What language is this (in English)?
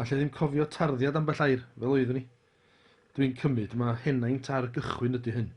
Welsh